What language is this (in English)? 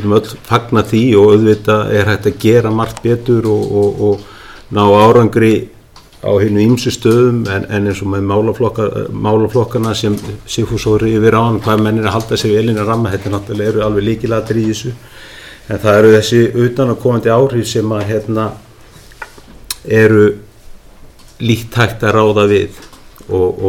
Icelandic